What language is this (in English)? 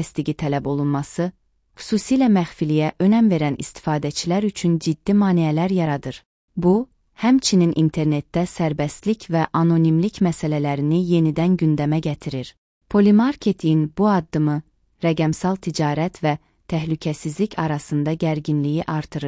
Azerbaijani